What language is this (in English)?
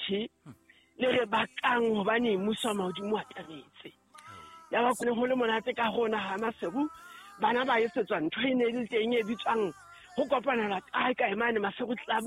Southern Sotho